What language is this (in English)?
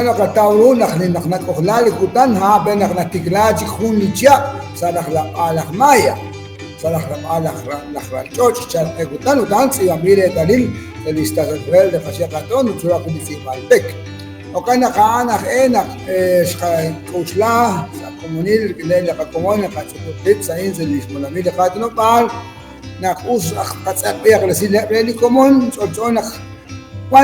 Kekchí